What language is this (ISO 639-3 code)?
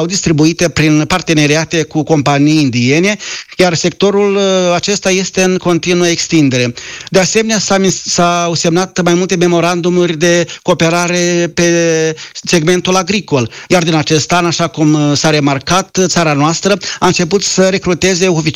ron